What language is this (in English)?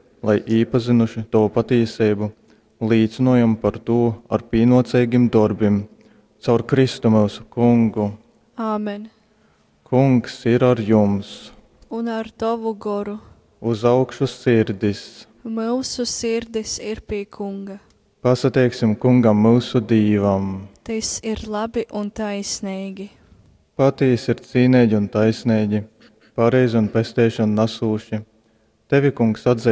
Latgalian